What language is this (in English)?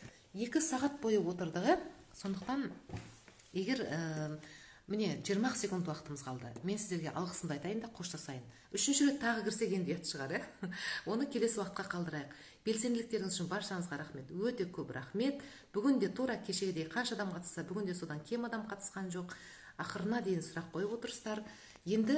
Kazakh